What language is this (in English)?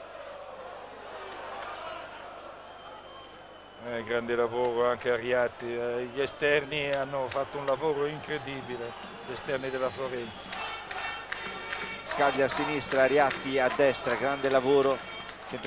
Italian